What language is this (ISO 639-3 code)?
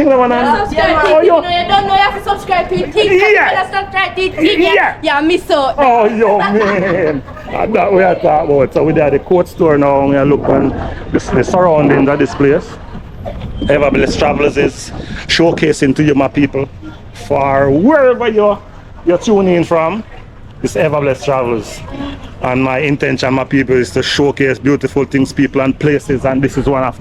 jam